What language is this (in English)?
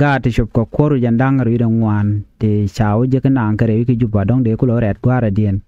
Nuer